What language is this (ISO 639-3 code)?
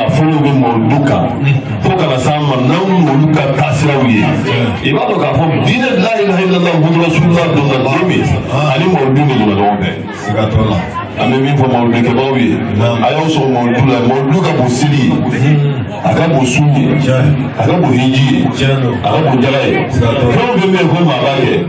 bam